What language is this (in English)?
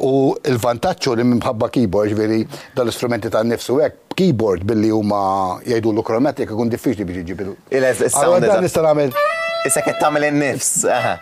Maltese